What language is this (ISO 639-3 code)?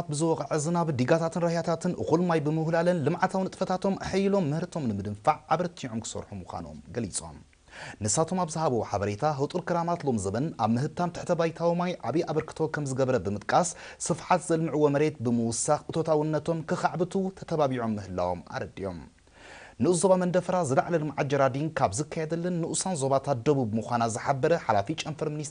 tir